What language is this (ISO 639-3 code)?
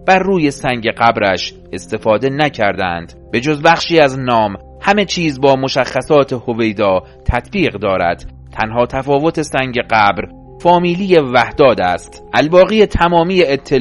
fas